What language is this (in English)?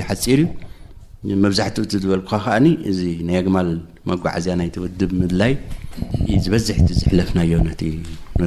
Tigrinya